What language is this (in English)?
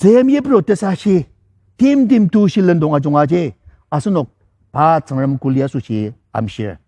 Ao Naga